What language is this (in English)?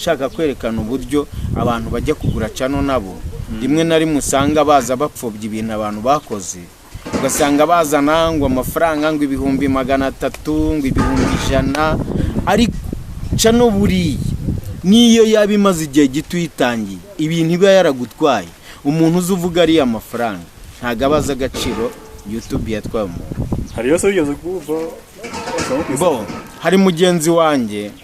Kinyarwanda